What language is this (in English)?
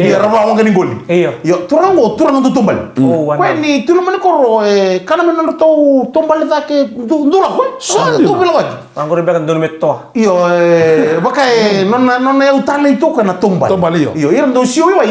Fijian